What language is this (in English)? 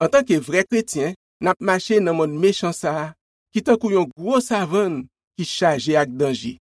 Haitian Creole